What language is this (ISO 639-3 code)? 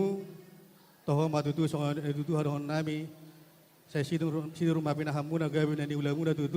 bbc